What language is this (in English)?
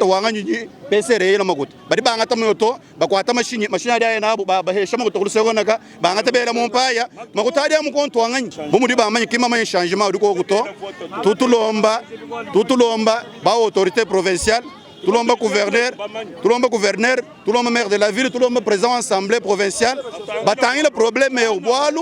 Luba-Lulua